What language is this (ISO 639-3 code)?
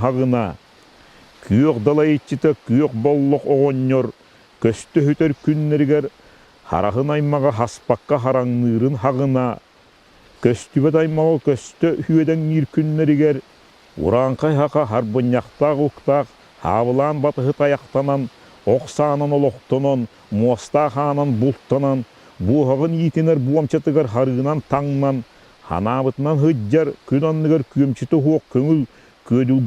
sah